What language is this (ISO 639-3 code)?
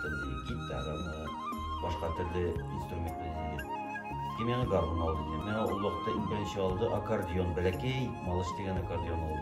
tat